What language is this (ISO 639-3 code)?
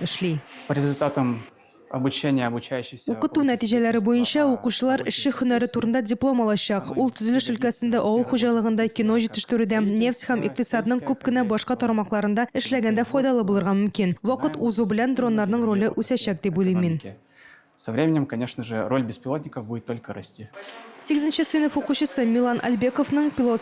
tat